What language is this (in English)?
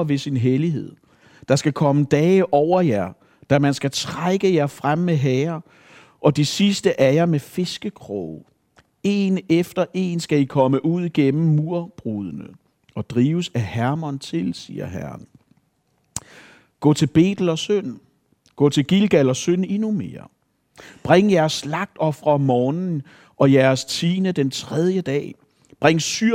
Danish